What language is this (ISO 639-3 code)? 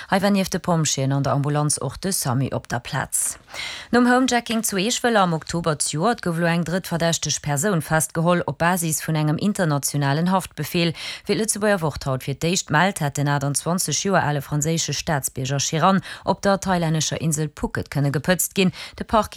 ltz